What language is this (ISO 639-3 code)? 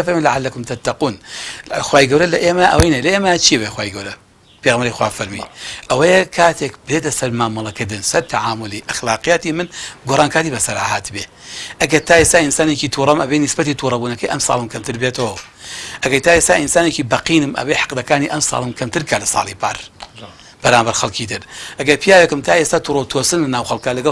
ckb